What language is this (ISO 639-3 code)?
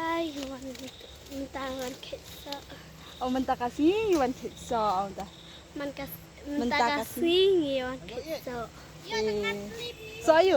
kha